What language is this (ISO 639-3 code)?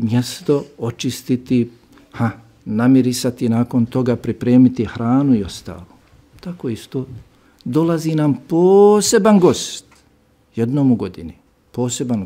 bos